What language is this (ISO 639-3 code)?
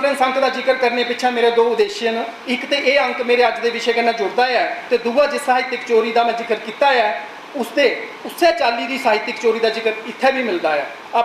doi